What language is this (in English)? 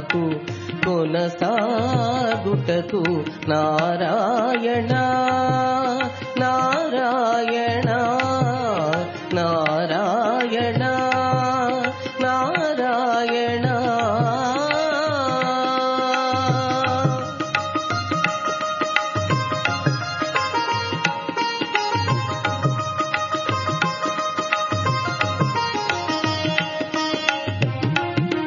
Telugu